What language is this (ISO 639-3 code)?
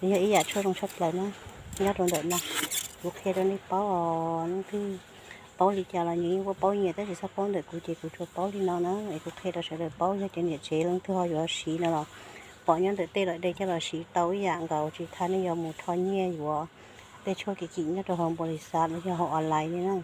hmn